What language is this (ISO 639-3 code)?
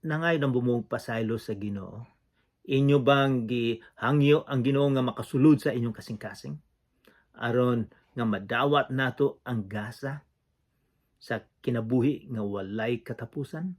ceb